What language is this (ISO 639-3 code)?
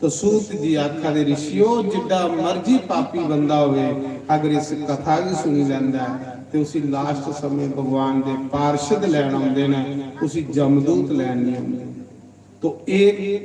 doi